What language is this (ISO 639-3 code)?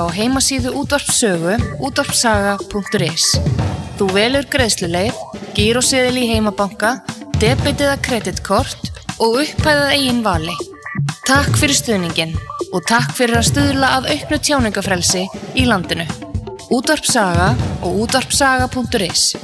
isl